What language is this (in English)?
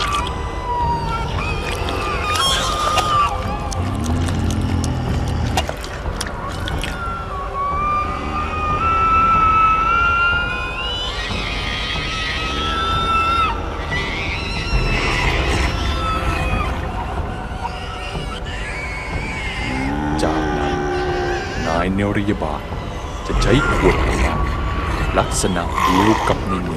Thai